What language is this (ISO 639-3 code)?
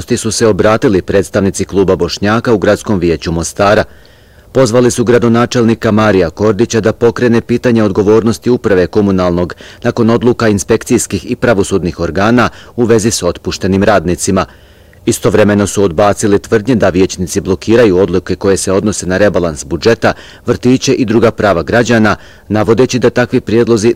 bos